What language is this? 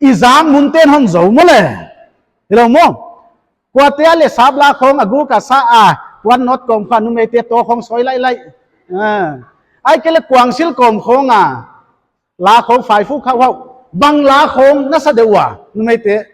Paite Chin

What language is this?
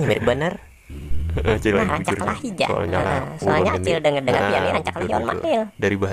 Banjar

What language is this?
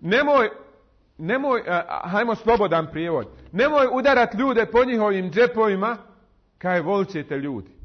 Bosnian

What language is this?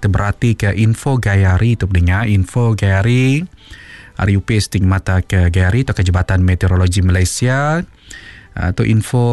Iban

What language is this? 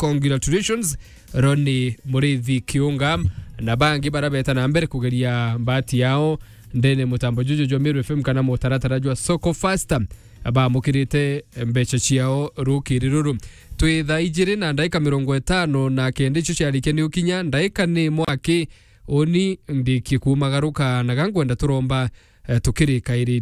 Meru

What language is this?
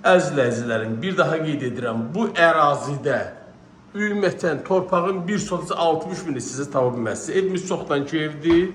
Azerbaijani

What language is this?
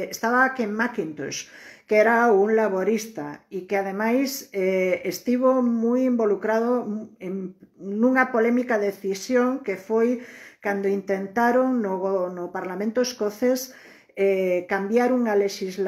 Galician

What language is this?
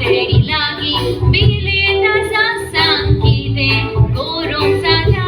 Konkani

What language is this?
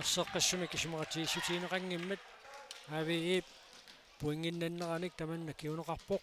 Kalaallisut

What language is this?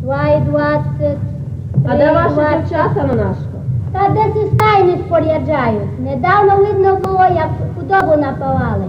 Rusyn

